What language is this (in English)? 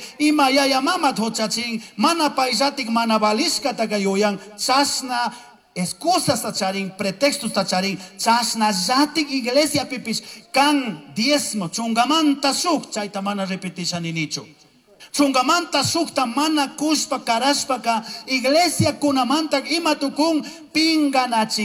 Chimborazo Highland Quichua